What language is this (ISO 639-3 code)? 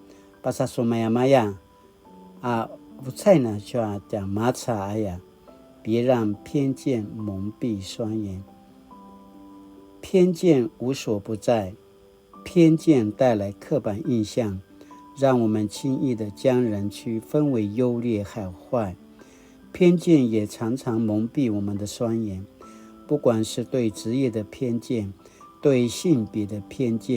pwn